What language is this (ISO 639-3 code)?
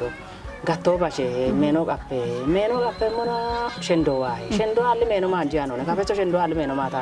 kbr